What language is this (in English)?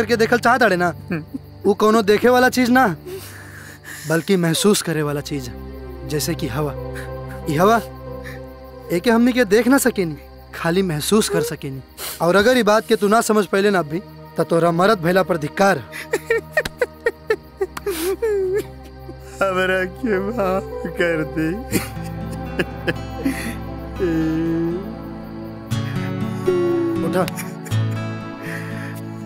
Bhojpuri